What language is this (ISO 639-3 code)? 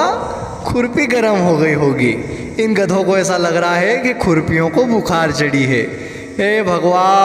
raj